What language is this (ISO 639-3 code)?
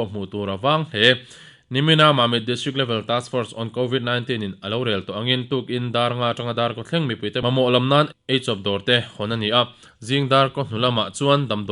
lus